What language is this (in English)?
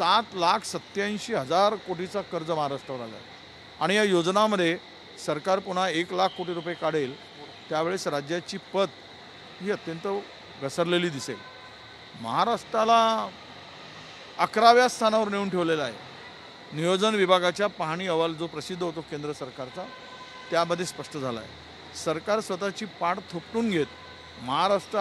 Marathi